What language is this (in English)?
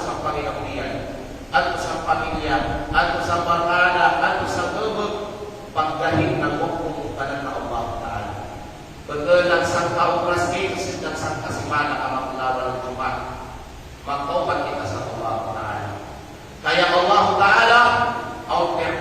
Kalagan